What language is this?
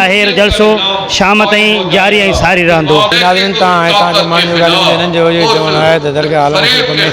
Sindhi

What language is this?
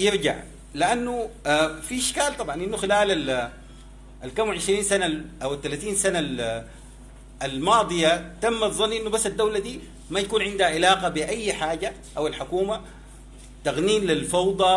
Sudanese Arabic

